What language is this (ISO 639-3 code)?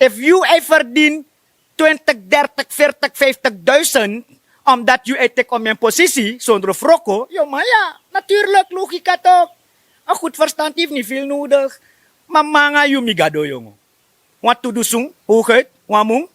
srn